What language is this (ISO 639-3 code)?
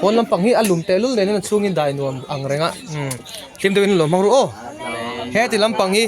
lus